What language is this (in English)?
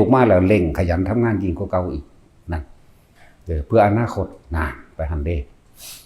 Northeastern Thai